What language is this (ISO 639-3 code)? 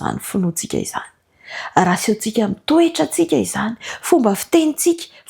mlg